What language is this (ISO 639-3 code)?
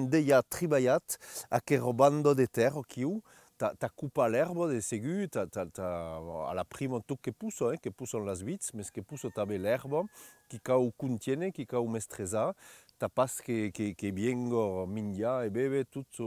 oci